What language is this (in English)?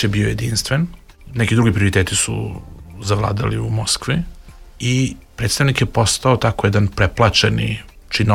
Serbian